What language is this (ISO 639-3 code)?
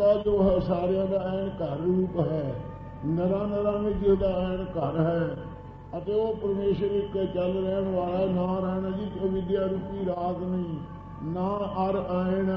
pan